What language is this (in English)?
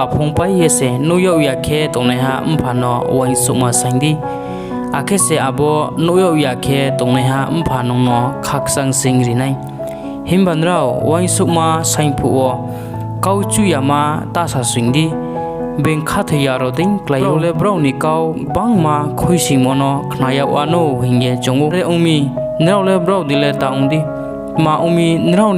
Riang (India)